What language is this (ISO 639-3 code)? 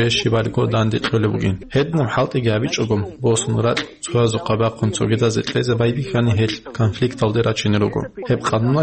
ava